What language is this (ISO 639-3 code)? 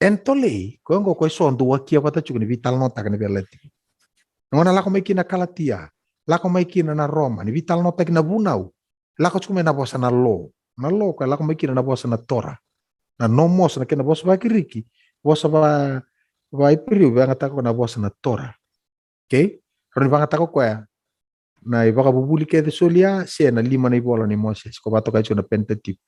fij